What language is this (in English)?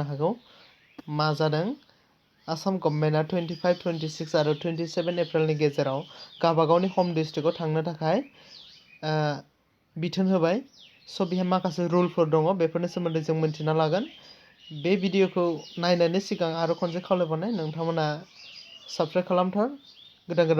Bodo